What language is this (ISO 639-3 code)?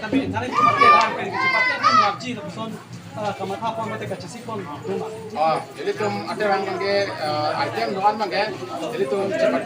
mjw